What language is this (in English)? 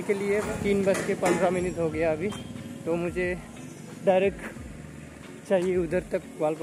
Hindi